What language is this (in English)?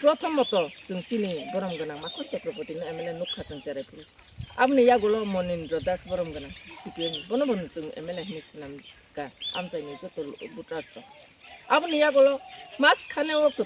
Kok Borok